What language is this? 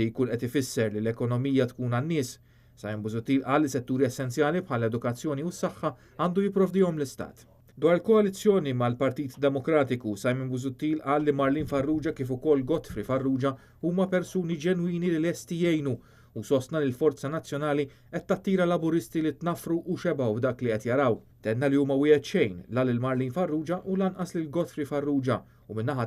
Maltese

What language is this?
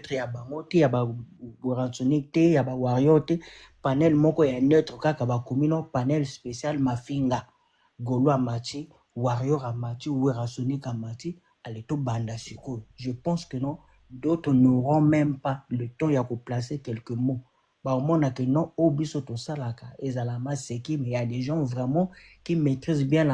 Lingala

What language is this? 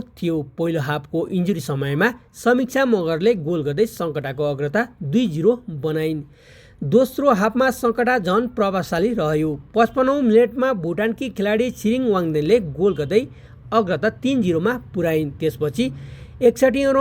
Nepali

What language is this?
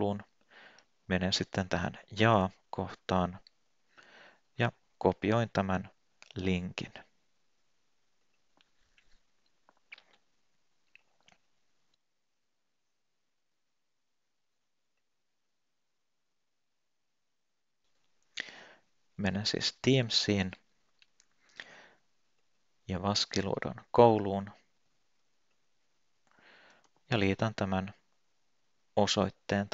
Finnish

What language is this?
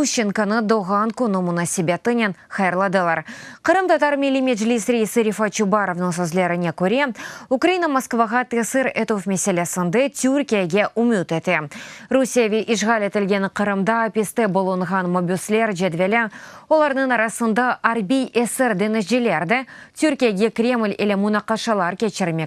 Crimean Tatar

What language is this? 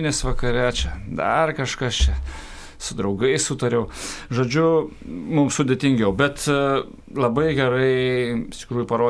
Lithuanian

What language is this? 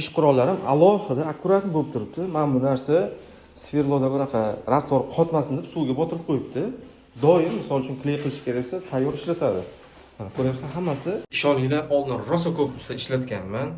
Uzbek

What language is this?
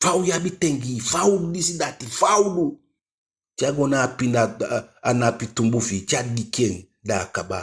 Eastern Maroon Creole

